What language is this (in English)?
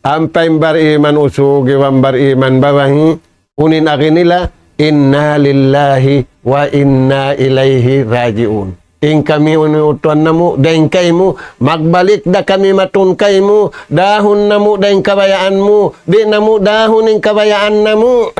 Tausug